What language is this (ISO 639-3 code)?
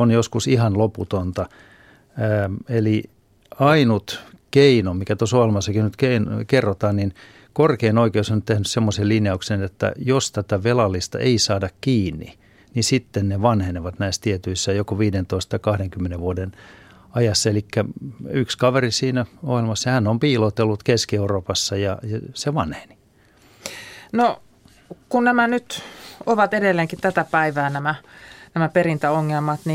fin